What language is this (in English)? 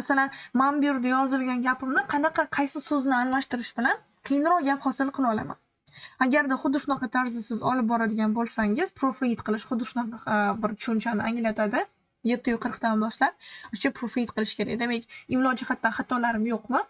Uzbek